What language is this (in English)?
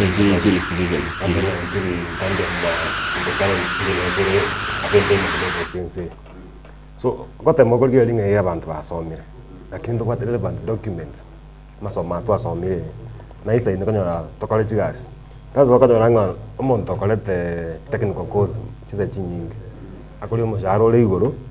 Gusii